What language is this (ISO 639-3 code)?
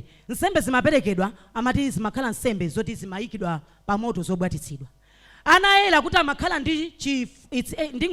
nya